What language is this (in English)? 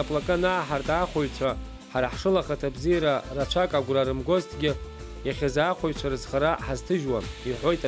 Abkhazian